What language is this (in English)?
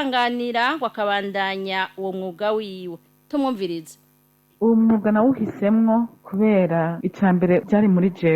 Rundi